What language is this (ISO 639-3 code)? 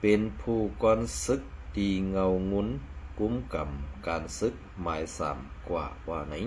shn